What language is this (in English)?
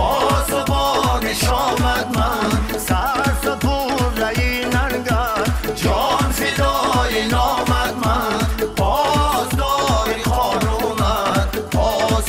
Tajik